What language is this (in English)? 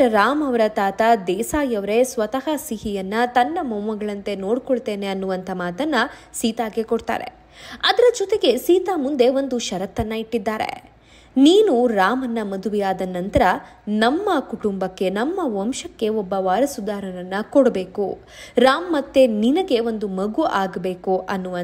Kannada